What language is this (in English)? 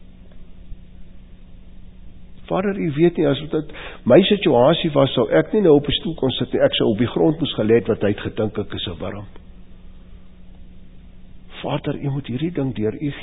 Afrikaans